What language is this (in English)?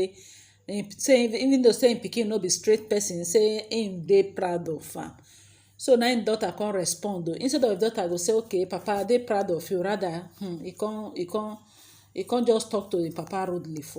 Nigerian Pidgin